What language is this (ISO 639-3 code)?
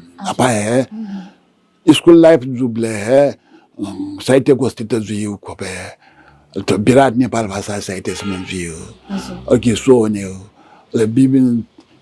new